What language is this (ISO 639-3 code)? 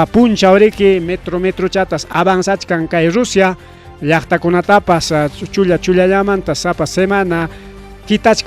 quy